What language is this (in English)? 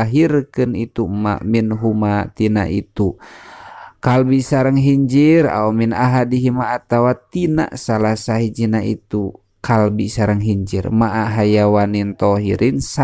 Sundanese